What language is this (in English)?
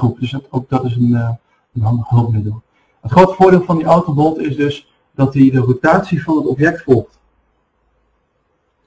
Dutch